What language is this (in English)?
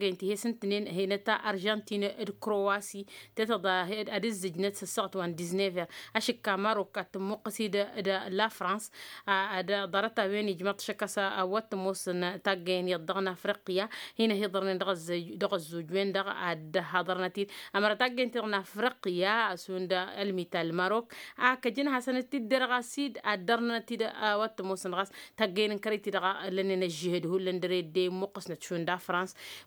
Tamasheq